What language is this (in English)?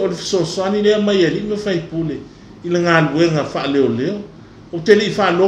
Samoan